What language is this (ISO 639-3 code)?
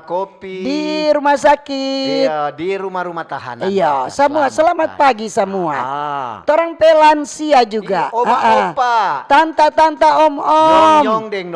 xmm